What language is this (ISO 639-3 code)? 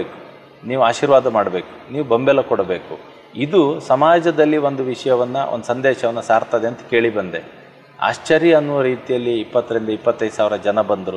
kan